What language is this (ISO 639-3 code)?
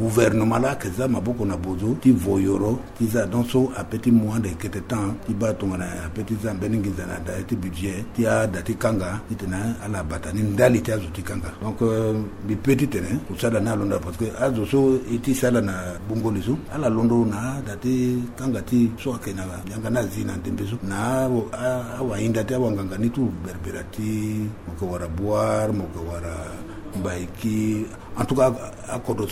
sag